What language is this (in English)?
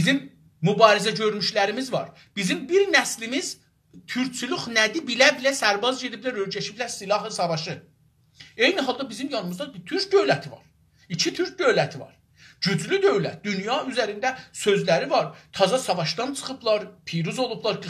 South Azerbaijani